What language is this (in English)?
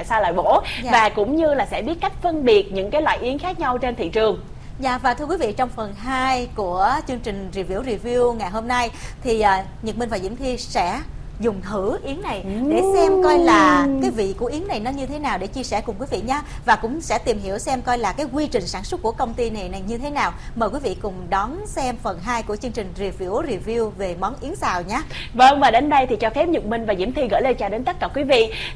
Vietnamese